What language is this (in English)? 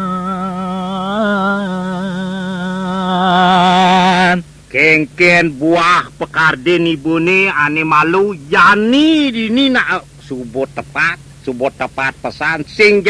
Balinese